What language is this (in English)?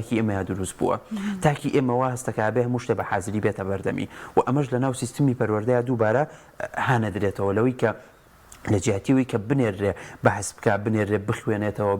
Central Kurdish